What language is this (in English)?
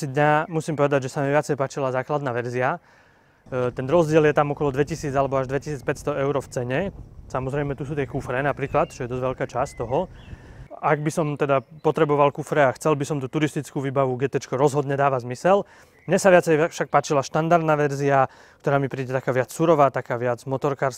Slovak